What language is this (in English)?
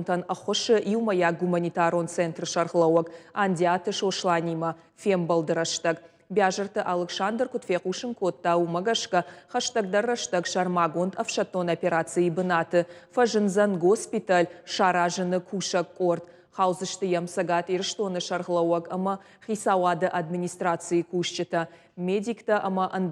Ossetic